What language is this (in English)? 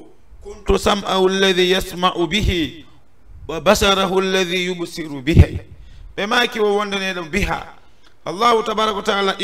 Fula